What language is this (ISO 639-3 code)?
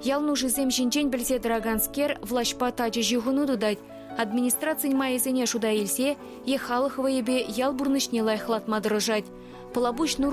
chv